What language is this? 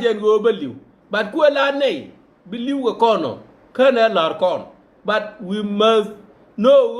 Nuer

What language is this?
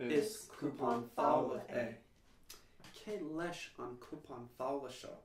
Irish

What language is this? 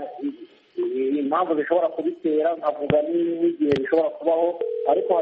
Kinyarwanda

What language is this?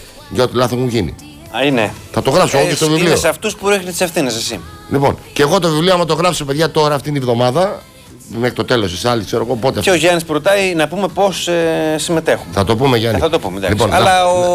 Greek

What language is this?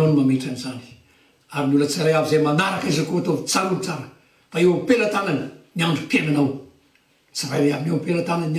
Malagasy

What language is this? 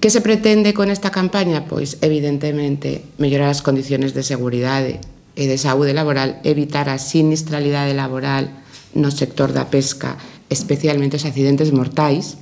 Galician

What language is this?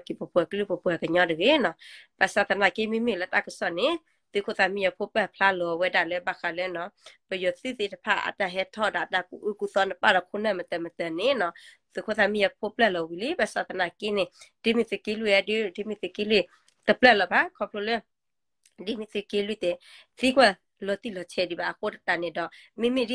S'gaw Karen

